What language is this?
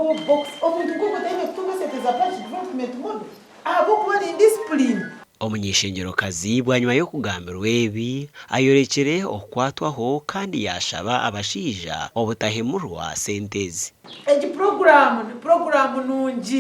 Nyankole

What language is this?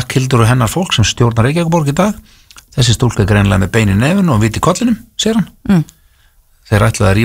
Icelandic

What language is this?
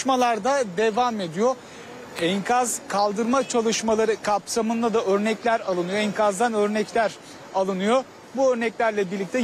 Turkish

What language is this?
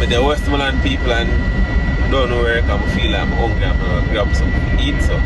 Jamaican Creole English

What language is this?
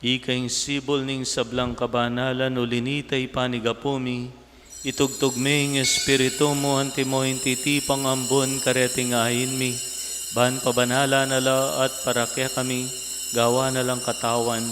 Pampanga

